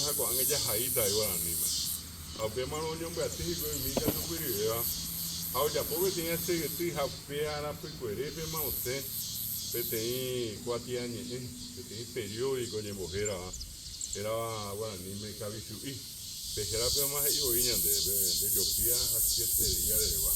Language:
Guarani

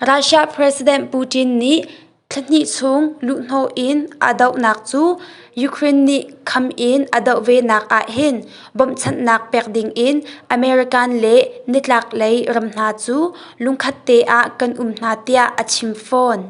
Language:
Hakha Chin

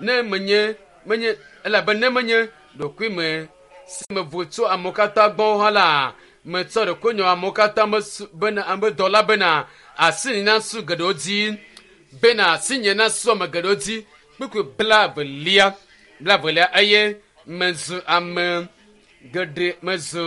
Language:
Ewe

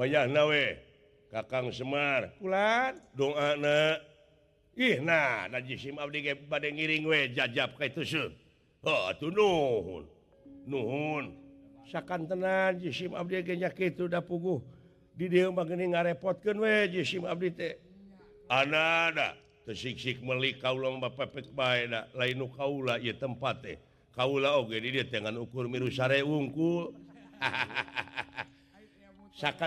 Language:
Sundanese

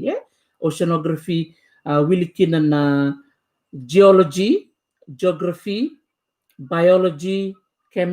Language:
Fijian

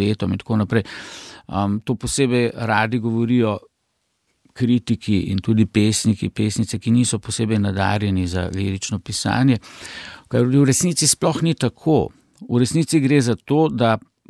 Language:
Slovenian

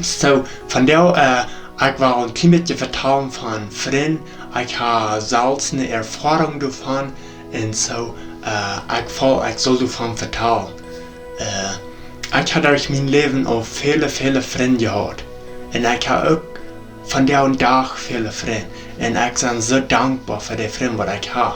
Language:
Plautdietsch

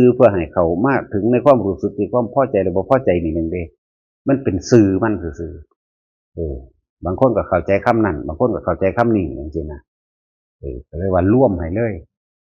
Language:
Northeastern Thai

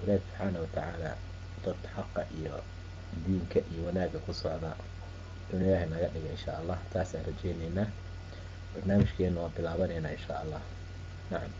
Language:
Somali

